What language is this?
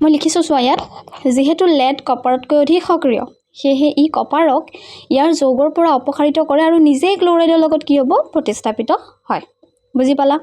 Assamese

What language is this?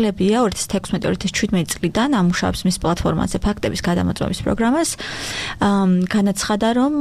Georgian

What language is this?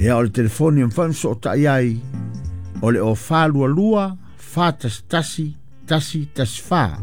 Samoan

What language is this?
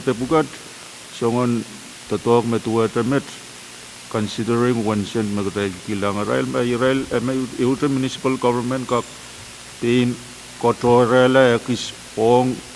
Pohnpeian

